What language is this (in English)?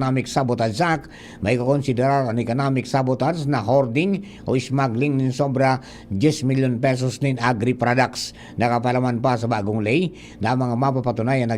Bikol